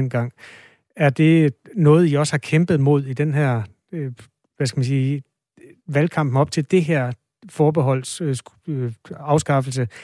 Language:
Danish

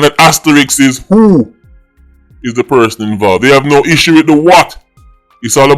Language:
Jamaican Creole English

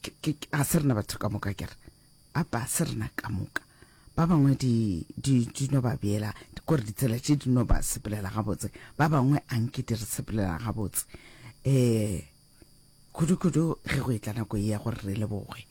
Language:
Northern Sotho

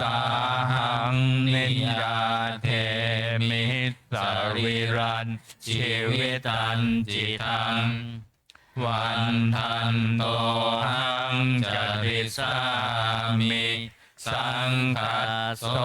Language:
Pali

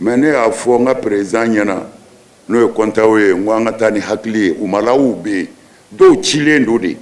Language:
Bambara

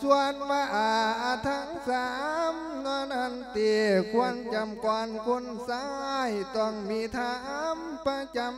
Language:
Lao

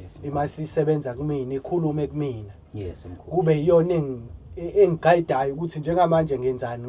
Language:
Zulu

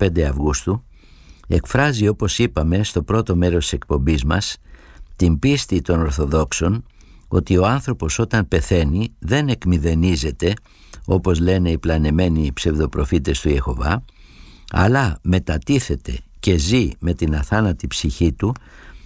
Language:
Greek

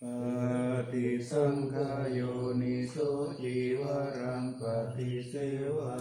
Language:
Pali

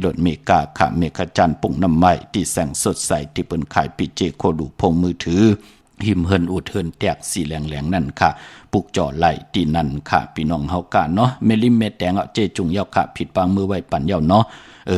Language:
Shan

